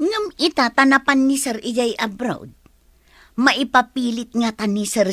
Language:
Iloko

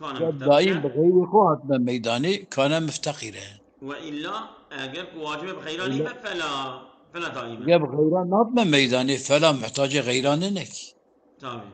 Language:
Kurdish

